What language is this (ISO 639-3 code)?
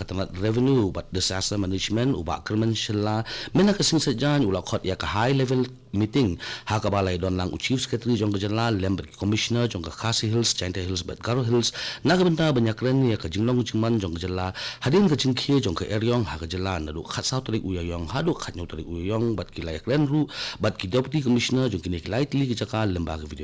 kha